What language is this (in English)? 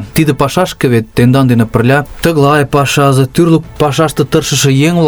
Mari